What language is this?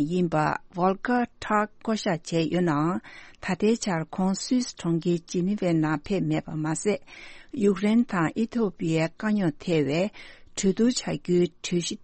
Tibetan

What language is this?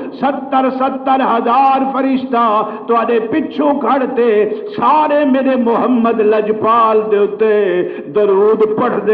Saraiki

